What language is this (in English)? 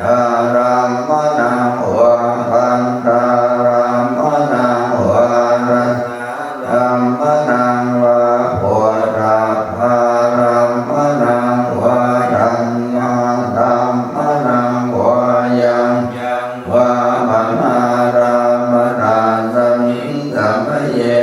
Pali